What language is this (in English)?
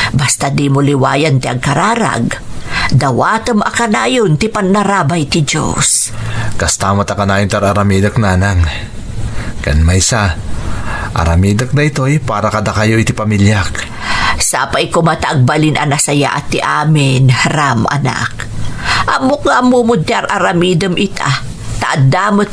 Iloko